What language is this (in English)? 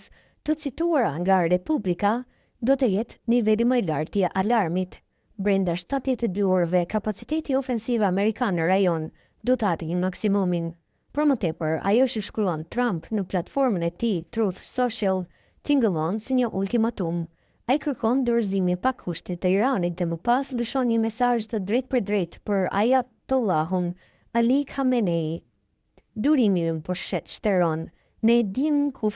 Albanian